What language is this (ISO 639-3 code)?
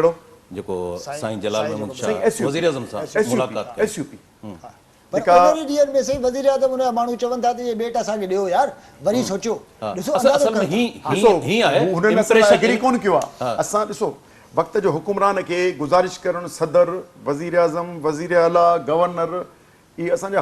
snd